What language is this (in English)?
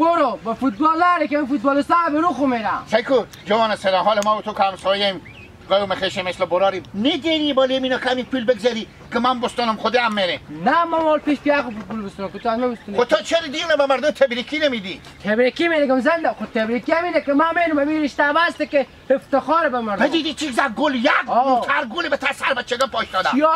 Hazaragi